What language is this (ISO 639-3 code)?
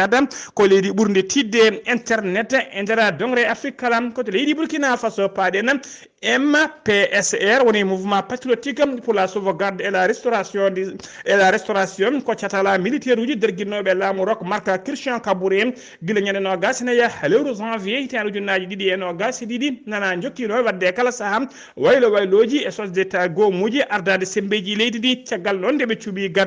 ful